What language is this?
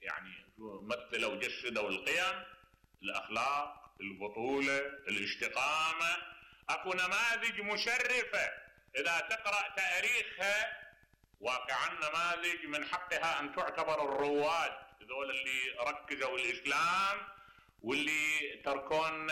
Mesopotamian Arabic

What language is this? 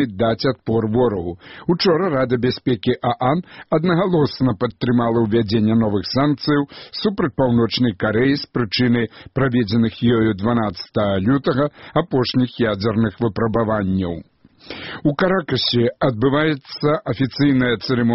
Belarusian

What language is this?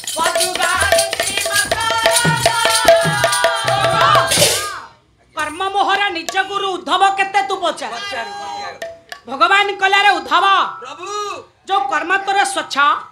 Odia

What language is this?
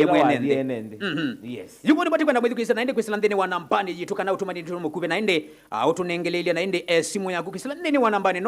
Kamba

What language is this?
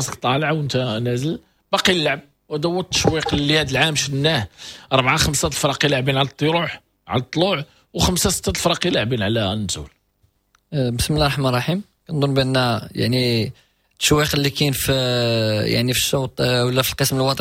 Moroccan Arabic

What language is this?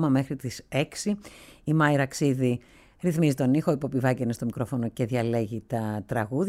Greek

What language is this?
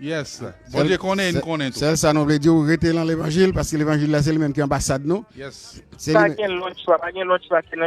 Haitian Creole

